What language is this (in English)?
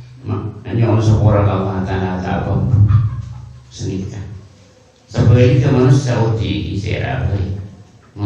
Madurese